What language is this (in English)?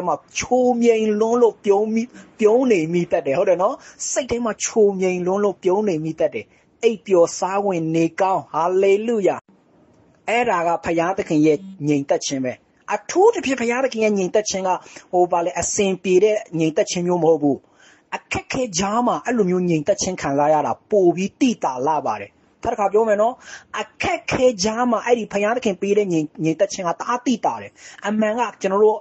Burmese